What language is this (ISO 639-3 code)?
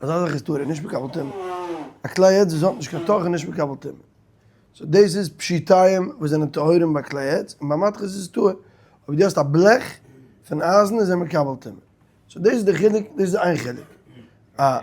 yid